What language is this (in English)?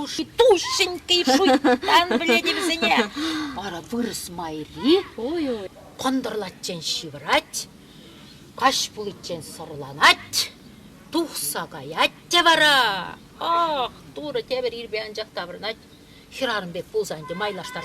Chuvash